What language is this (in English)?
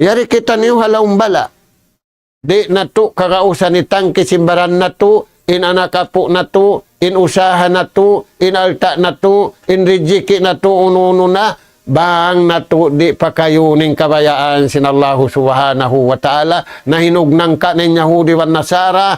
Tausug